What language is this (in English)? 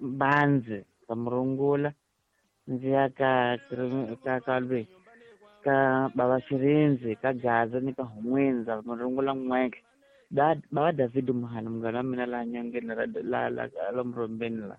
Tsonga